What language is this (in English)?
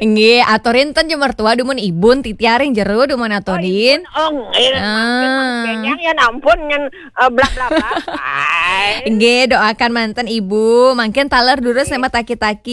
Balinese